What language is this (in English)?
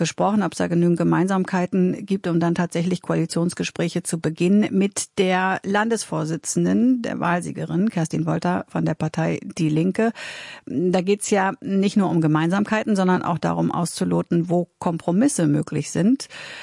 German